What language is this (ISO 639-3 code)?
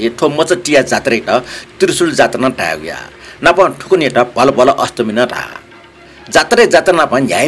new